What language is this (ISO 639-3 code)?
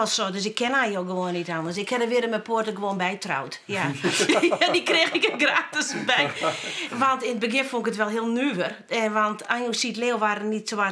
fry